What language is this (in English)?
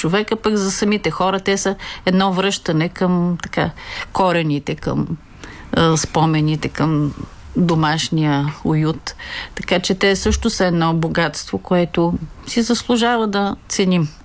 Bulgarian